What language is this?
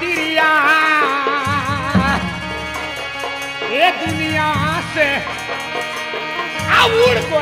Bhojpuri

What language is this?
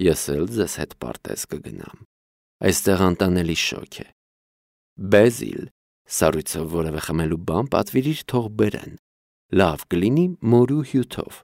Armenian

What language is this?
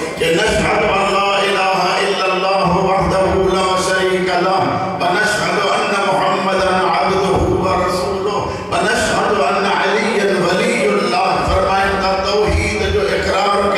Urdu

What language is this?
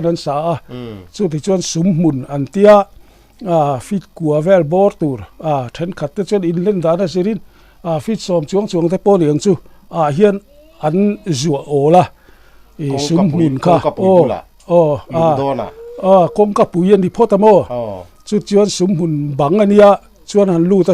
Mizo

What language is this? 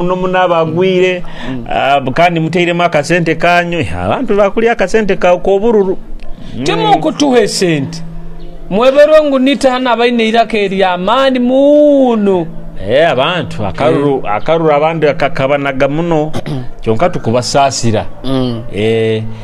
Nyoro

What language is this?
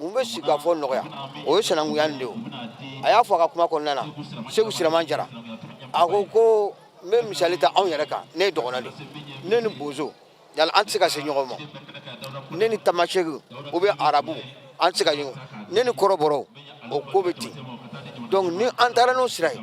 Bambara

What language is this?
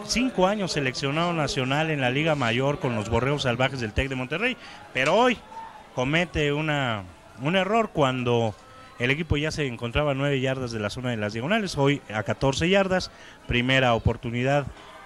Spanish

